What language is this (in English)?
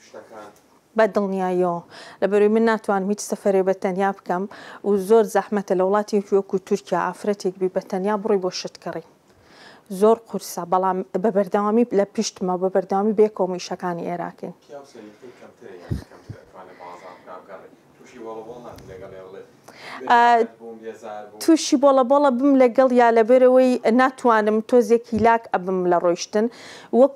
Central Kurdish